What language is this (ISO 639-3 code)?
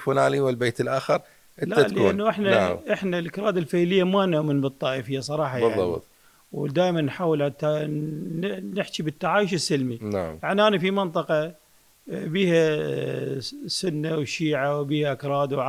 acm